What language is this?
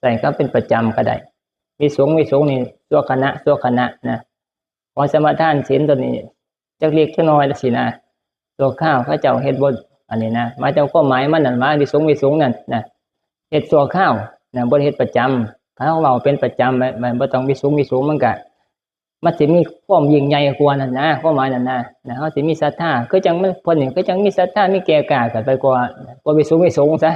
Northeastern Thai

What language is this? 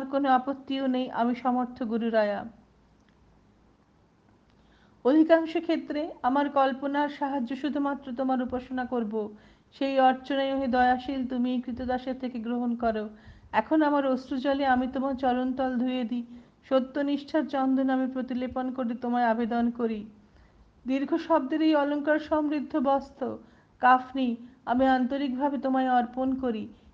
Bangla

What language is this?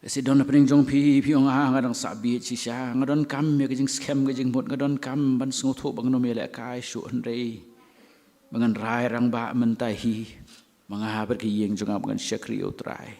Khasi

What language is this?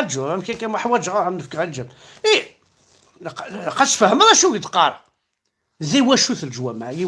Kabyle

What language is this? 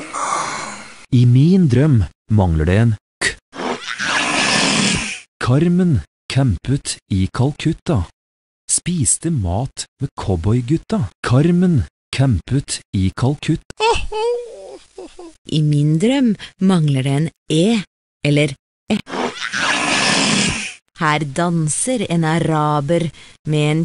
Norwegian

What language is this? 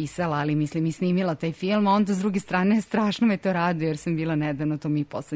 Serbian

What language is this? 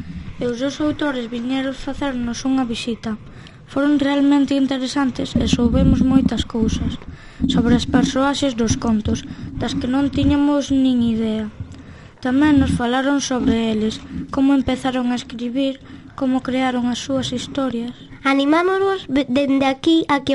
Galician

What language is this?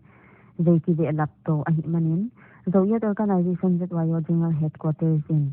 Paite Chin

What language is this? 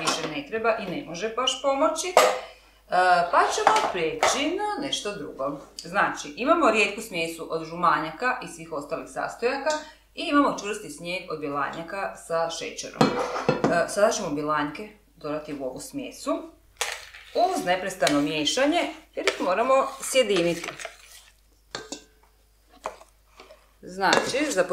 Croatian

